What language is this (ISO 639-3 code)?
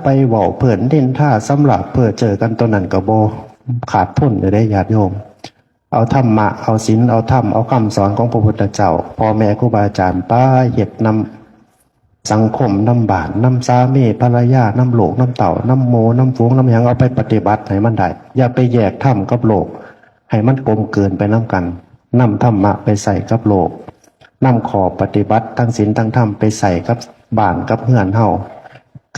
tts